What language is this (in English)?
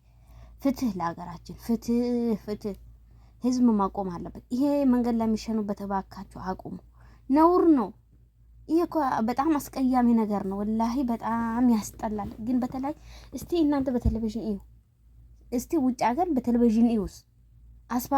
Amharic